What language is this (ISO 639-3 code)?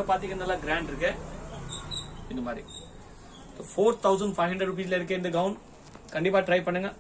tam